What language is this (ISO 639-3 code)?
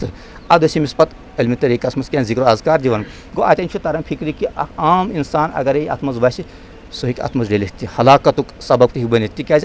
kas